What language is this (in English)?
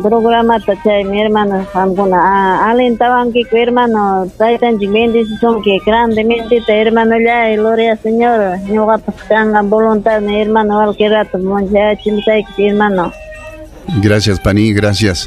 Ayacucho Quechua